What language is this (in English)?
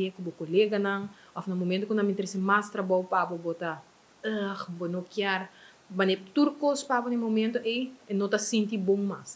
Papiamento